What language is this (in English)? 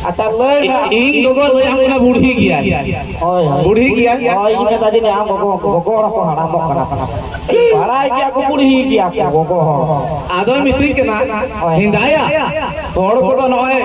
Santali